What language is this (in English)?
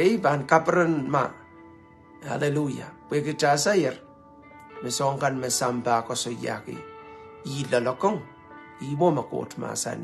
Pohnpeian